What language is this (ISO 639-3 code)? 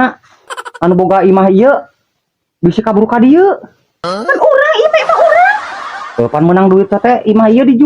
sun